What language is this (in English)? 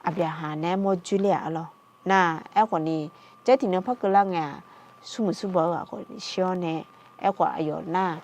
Akha